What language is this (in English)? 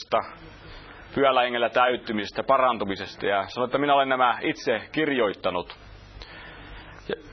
Finnish